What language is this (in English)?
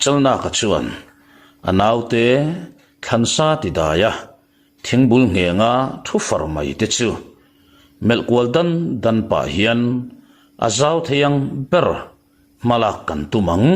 Mizo